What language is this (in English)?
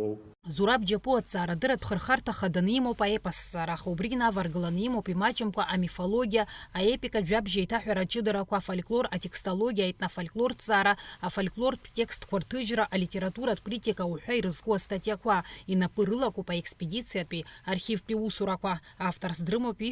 Abkhazian